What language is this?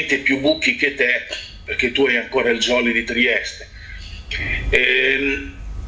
Italian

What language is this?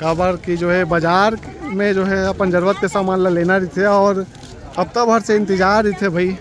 Chhattisgarhi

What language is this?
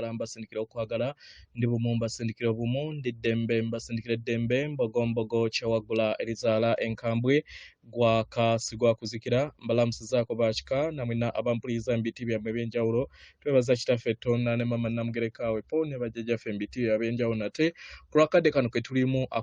Ganda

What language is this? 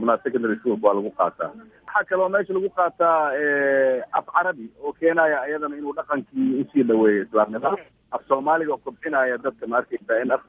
Somali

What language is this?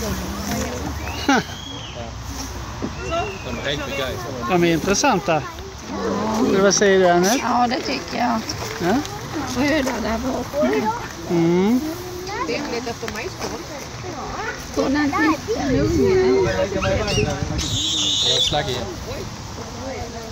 Swedish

